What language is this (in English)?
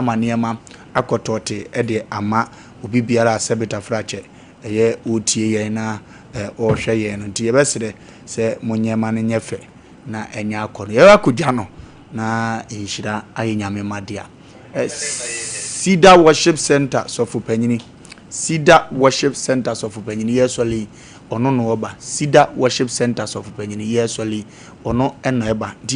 Akan